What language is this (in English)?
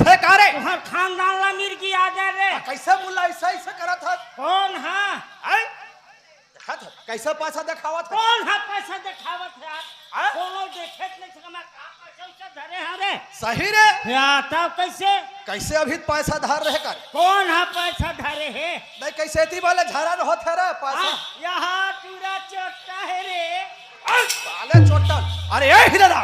Chhattisgarhi